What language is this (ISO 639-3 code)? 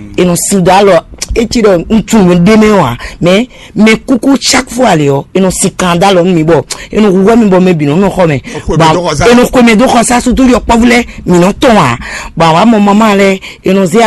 fon